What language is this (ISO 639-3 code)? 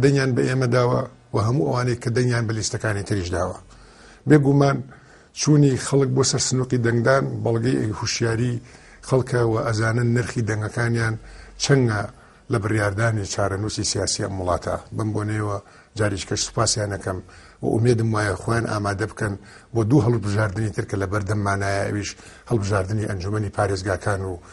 ckb